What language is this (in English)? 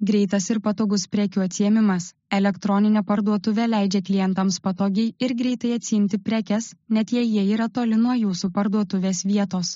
Lithuanian